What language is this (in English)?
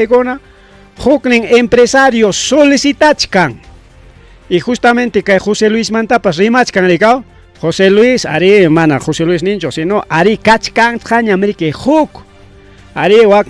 Ayacucho Quechua